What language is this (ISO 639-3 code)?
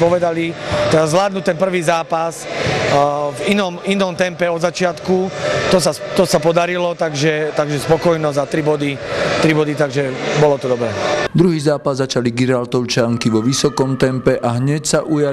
slk